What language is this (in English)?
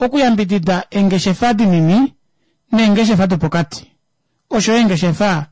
Kuanyama